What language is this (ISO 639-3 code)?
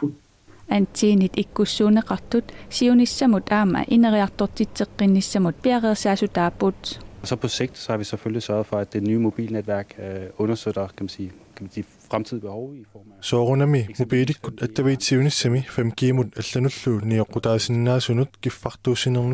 kal